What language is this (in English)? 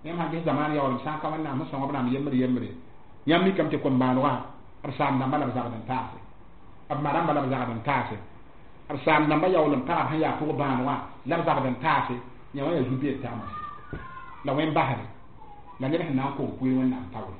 Mossi